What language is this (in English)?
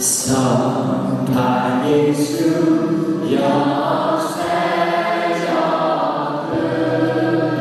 Akha